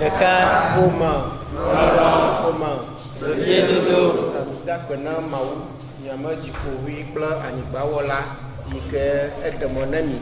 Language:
Ewe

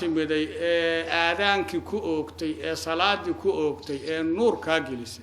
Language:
Somali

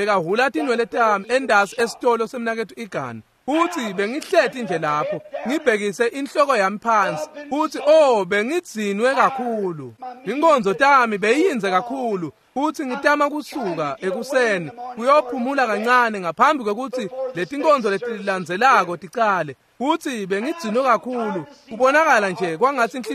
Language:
Swati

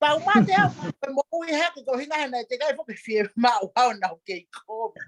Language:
Tongan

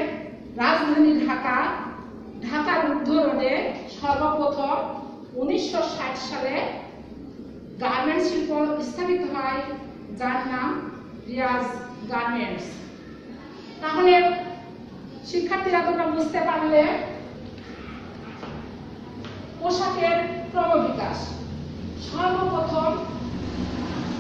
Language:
Bangla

